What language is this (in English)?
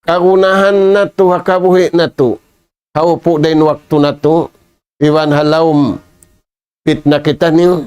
Tausug